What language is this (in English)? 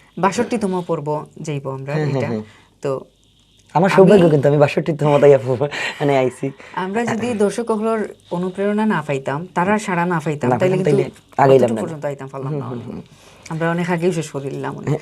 Sylheti